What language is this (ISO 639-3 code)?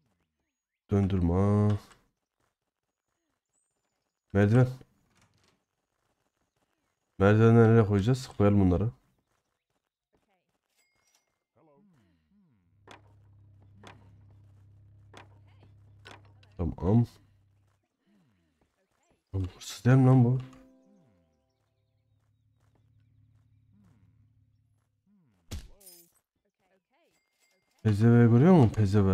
tur